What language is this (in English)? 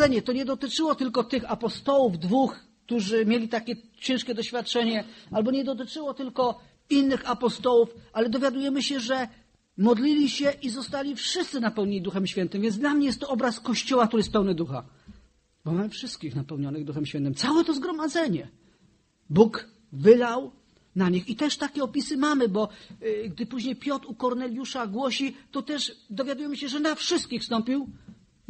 Polish